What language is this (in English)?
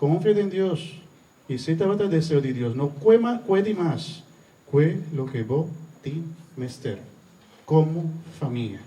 Papiamento